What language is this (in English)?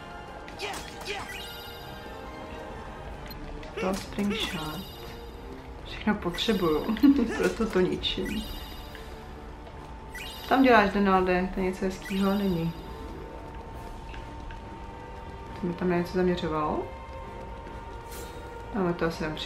Czech